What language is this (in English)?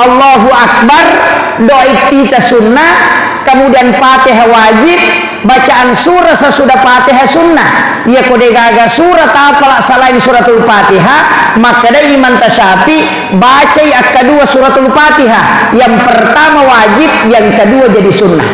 Buginese